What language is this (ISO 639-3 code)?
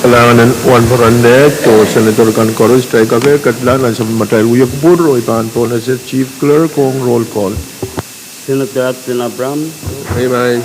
pon